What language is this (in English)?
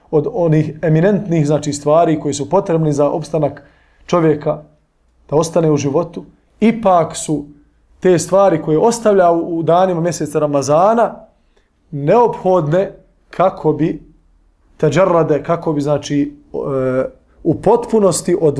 Bosnian